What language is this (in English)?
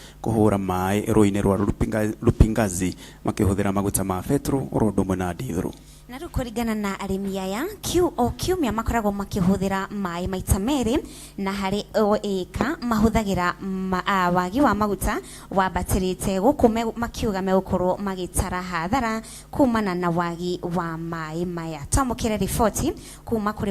Kikuyu